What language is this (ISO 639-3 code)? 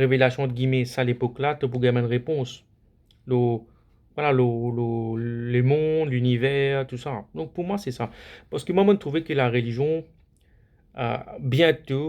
mfe